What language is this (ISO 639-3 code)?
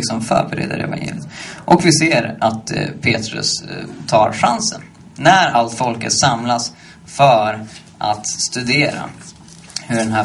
swe